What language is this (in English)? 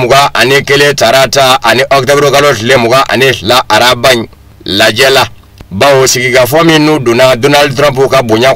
Bambara